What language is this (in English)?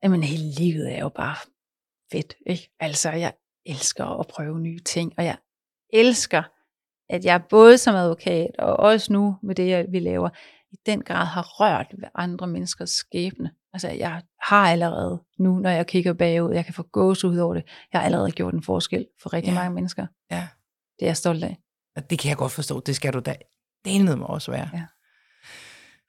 Danish